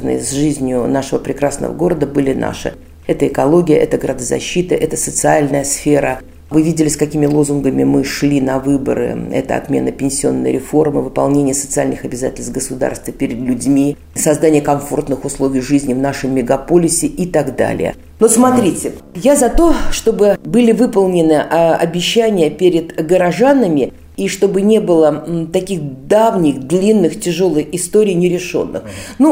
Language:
Russian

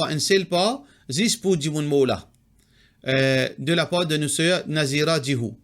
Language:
Morisyen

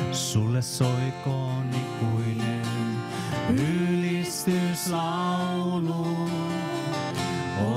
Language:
Finnish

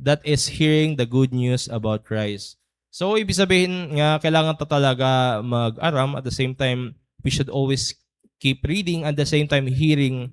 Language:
Waray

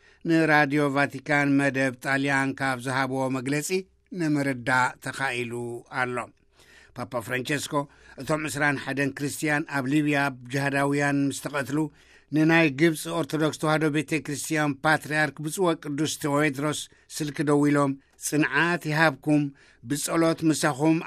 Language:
Tigrinya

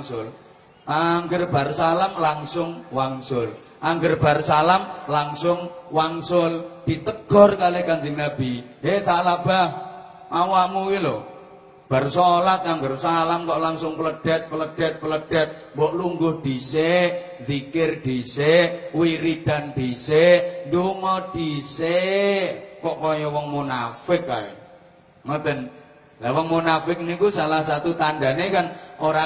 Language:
Javanese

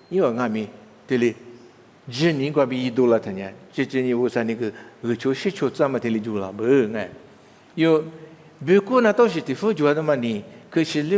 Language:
Lisu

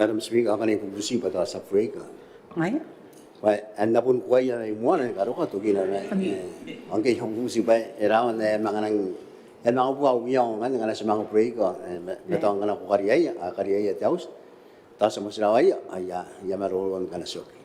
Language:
Gilbertese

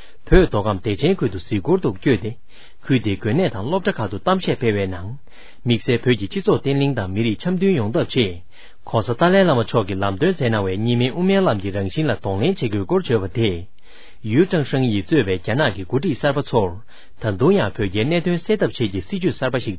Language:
Tibetan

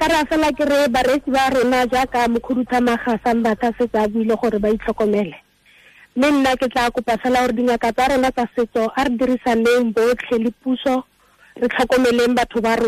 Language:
Tswana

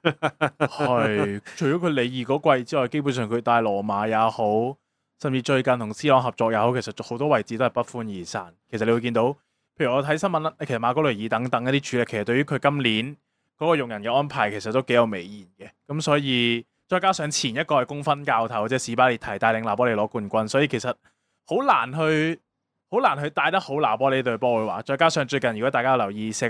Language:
Cantonese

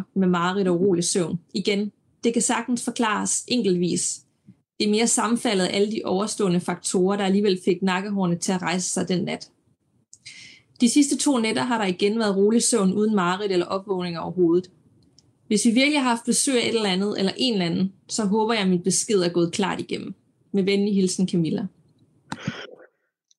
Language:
Danish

